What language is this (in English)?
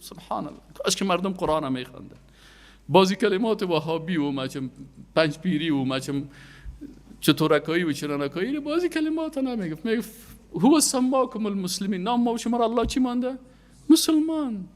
Persian